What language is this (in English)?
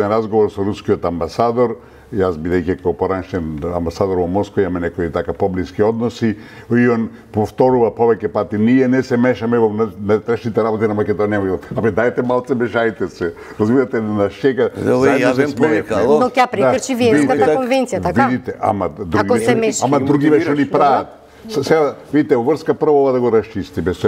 Macedonian